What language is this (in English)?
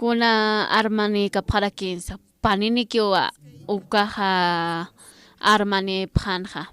Aymara